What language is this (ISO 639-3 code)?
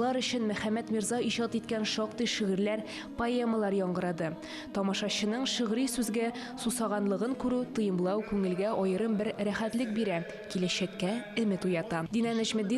tat